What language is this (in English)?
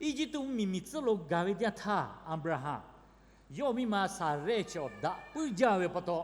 Lahu